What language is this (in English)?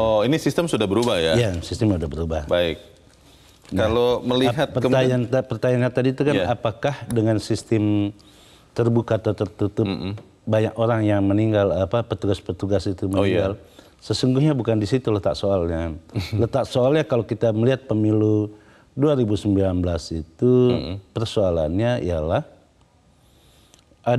Indonesian